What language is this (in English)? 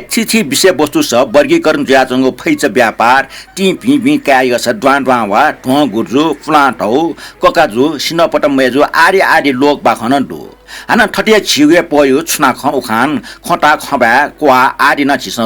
Newari